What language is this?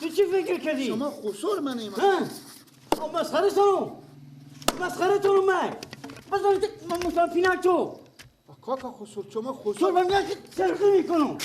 Persian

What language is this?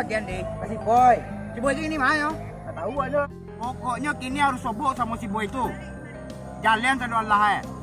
Minangkabau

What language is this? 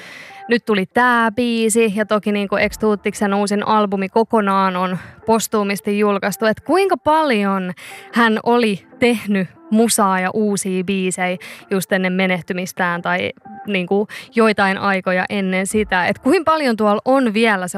Finnish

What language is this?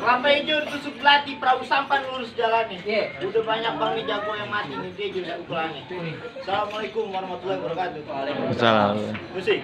Betawi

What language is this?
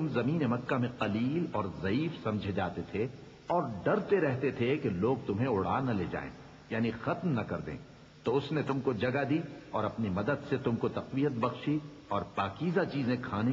Urdu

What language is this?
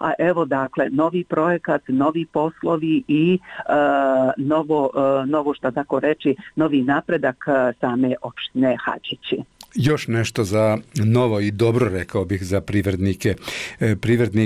Bosnian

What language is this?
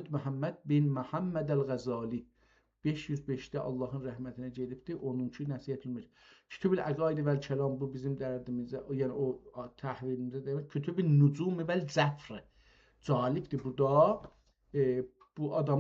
South Azerbaijani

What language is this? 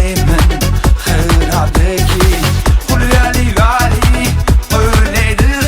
Tem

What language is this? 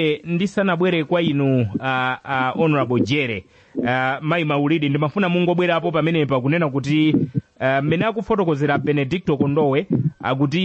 Nyanja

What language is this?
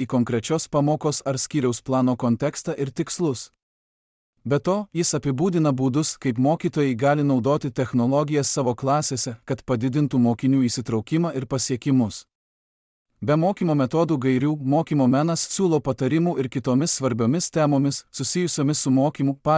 Lithuanian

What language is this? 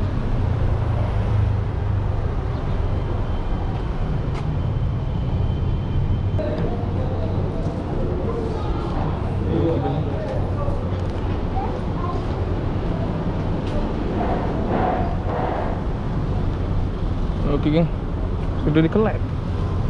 Malay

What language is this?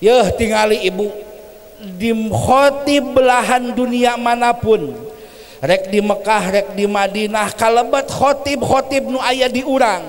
Sundanese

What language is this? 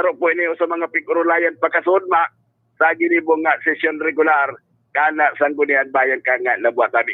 Bikol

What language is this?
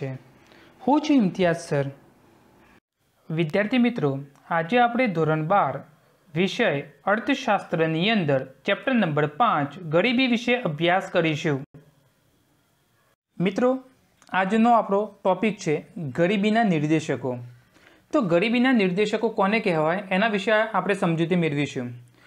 Gujarati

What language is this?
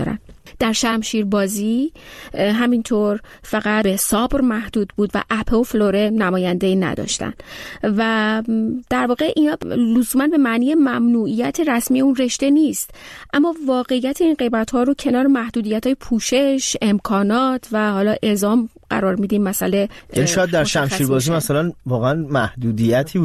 Persian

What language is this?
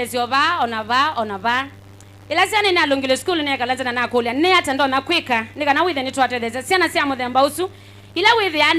Kamba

